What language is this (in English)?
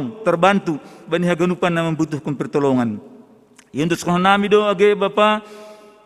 Batak Simalungun